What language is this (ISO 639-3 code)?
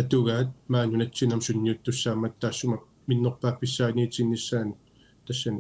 kal